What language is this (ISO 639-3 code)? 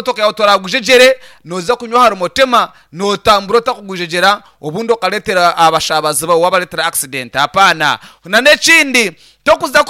nyn